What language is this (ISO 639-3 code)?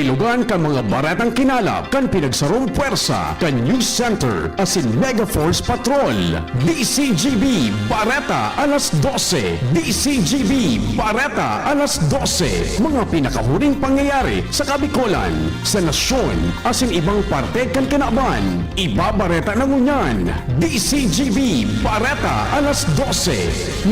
bik